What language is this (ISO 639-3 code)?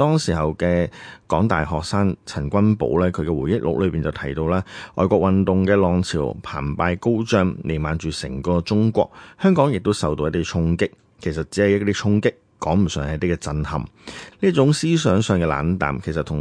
yue